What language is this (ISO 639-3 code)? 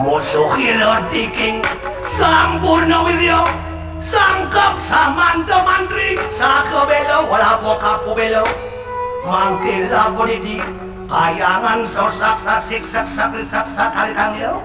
ban